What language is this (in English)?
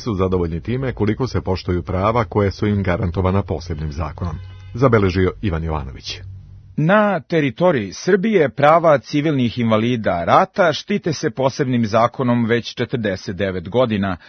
Serbian